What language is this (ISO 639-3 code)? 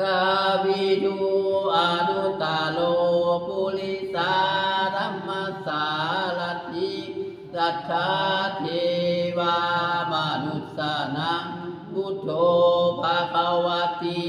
pli